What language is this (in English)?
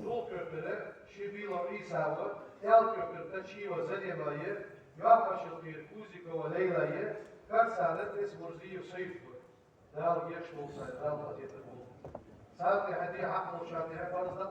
Ingush